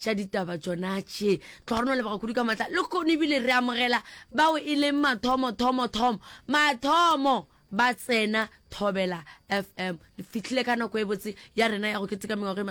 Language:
Northern Sotho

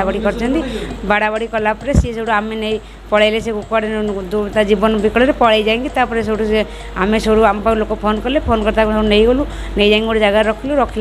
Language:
Odia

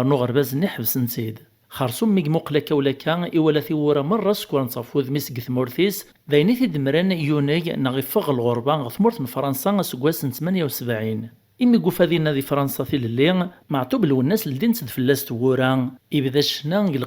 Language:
Kabyle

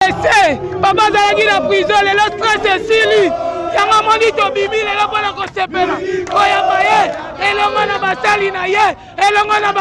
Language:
Lingala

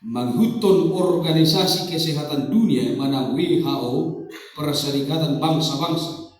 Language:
Batak Toba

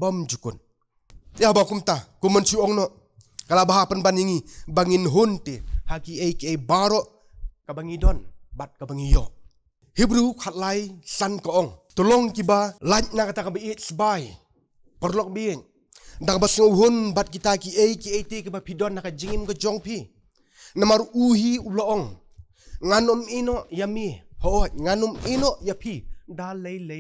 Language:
Khasi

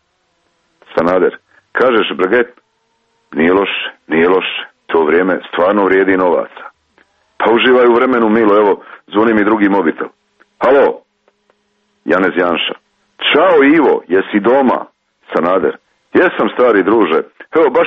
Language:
Croatian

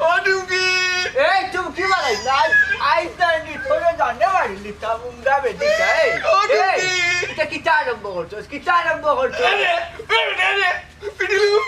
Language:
Sylheti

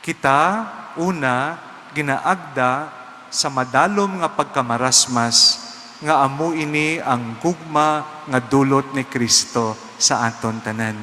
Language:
Hiligaynon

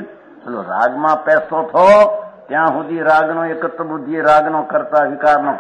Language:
Gujarati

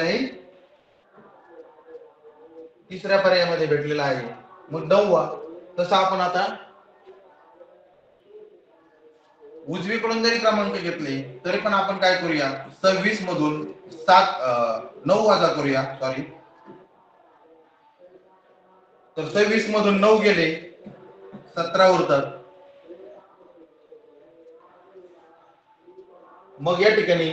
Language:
Marathi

